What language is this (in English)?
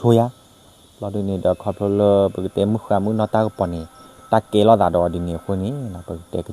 S'gaw Karen